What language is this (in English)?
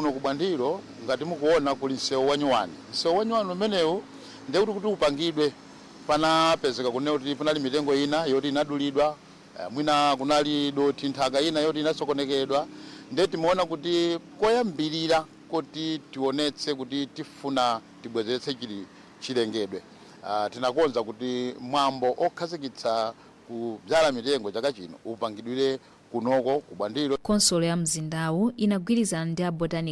Nyanja